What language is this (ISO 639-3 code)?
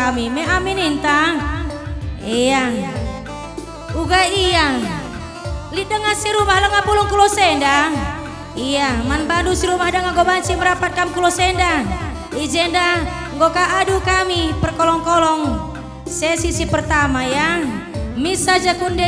btx